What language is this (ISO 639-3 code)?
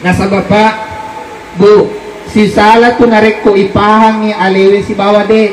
bug